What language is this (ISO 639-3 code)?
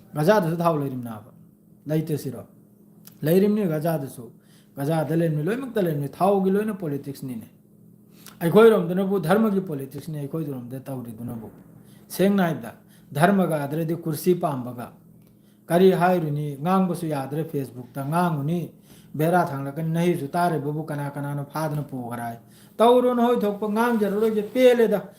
mni